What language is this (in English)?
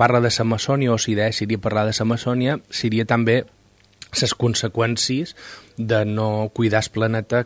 Catalan